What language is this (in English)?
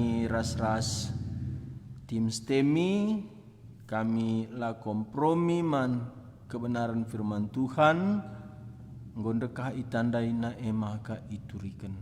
Batak Karo